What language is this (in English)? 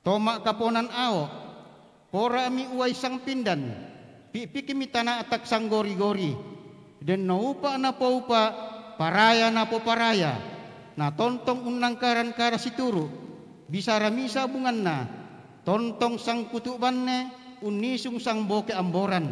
Toraja-Sa'dan